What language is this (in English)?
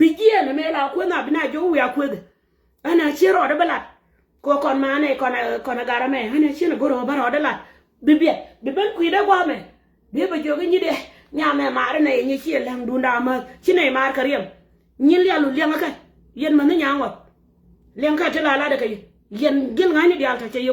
Nuer